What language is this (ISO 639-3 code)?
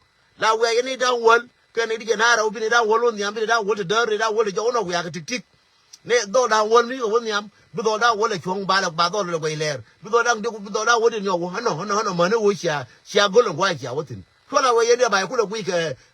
nus